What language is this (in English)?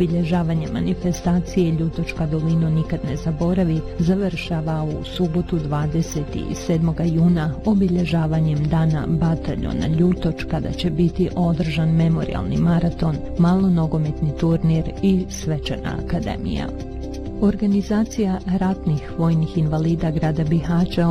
Bosnian